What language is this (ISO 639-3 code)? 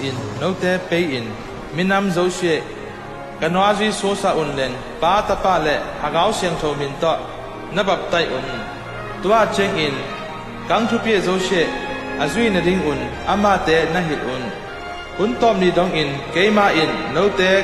ctd